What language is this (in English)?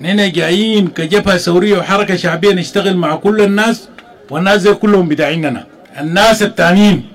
Sudanese Arabic